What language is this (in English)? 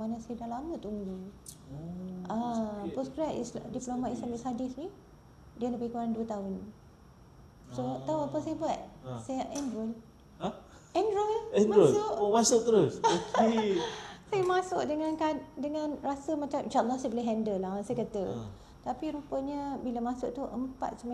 Malay